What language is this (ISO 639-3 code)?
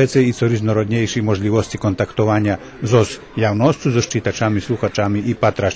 rue